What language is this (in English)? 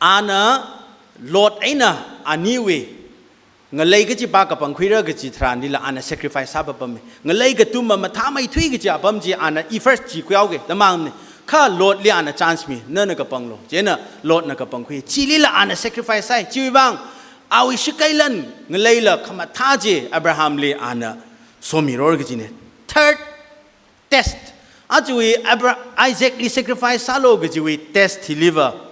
Tangkhul Naga (India)